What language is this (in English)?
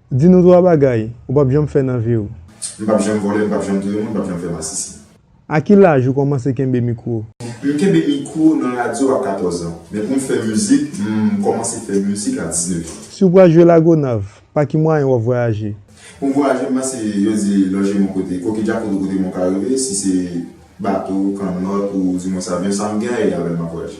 Haitian Creole